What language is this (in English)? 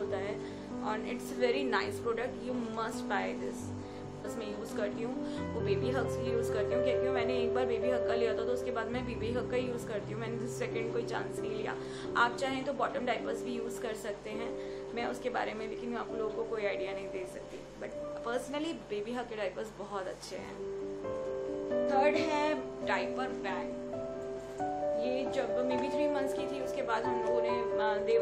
Hindi